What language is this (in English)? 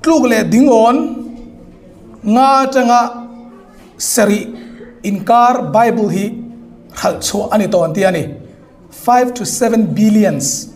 Hmar